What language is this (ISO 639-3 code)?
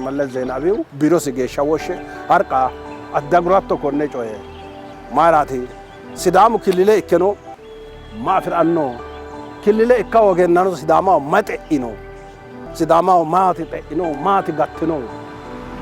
sid